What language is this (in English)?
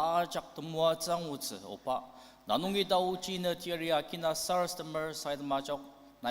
Ao Naga